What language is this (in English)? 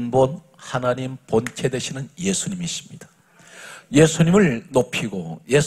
Korean